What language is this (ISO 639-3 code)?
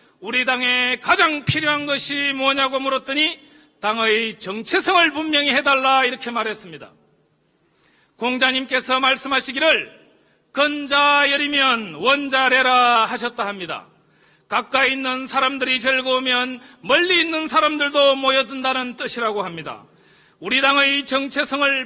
kor